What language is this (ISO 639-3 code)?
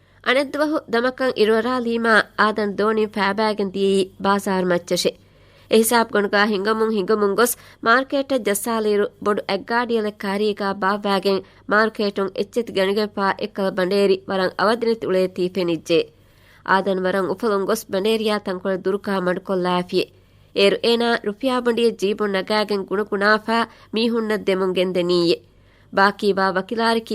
div